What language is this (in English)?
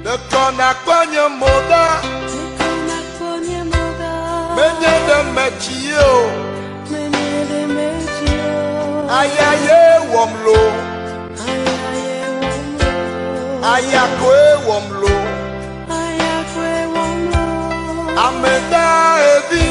Ewe